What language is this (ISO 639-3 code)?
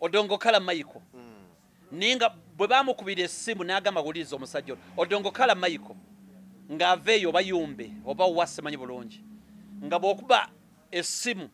lug